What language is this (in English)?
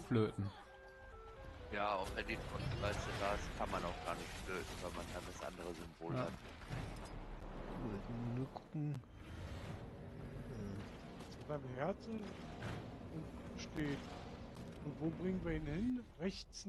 German